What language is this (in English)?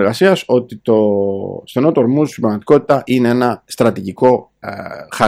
Greek